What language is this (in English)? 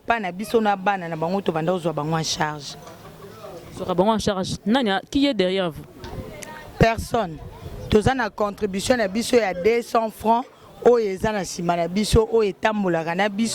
Lingala